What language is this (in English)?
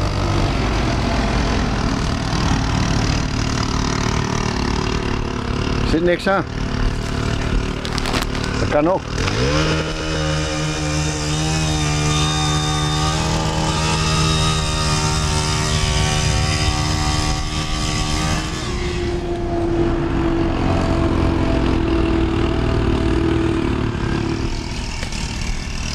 Dutch